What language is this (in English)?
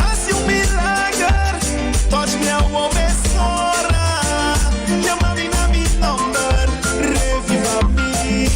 Papiamento